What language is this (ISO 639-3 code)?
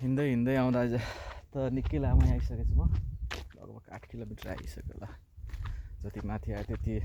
nep